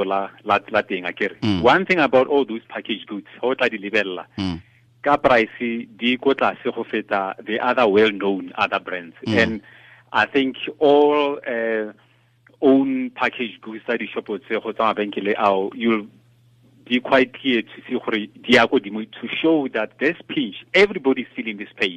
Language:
Tswana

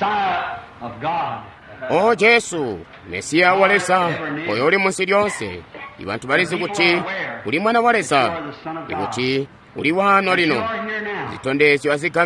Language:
Tonga (Zambia)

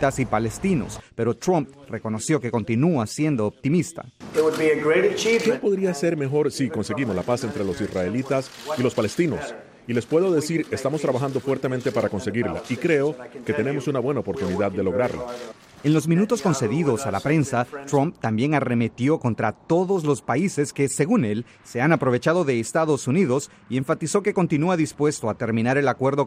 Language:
Spanish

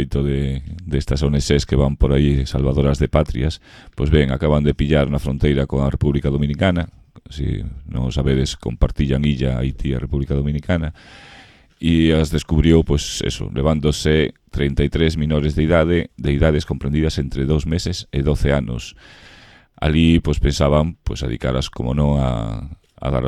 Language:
Galician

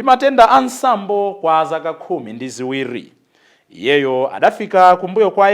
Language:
Nyanja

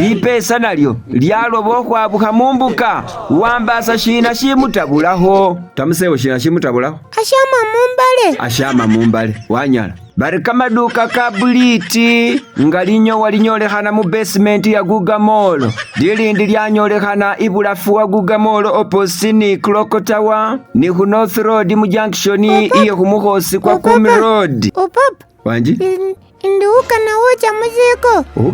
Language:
Masaaba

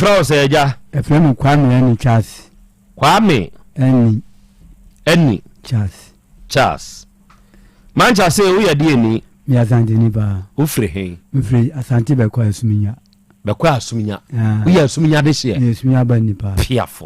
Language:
Akan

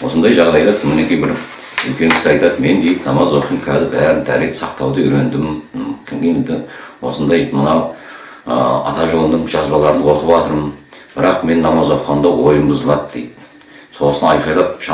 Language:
Kazakh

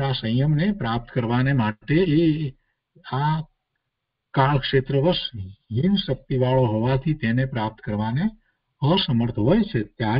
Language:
Gujarati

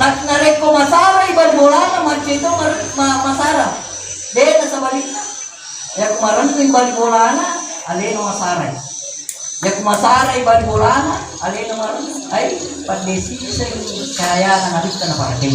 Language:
Buginese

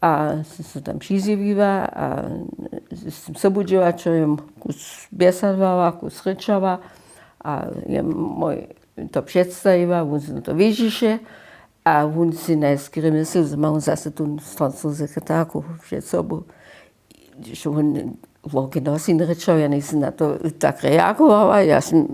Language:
Upper Sorbian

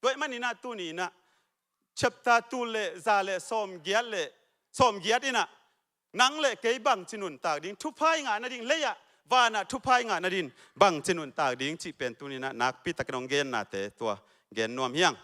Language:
Tedim Chin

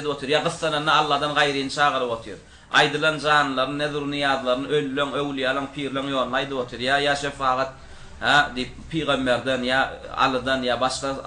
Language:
Turkmen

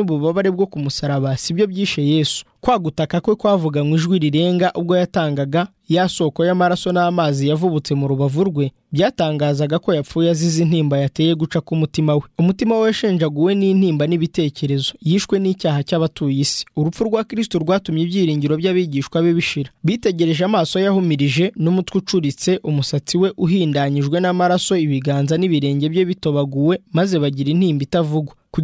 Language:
Kinyarwanda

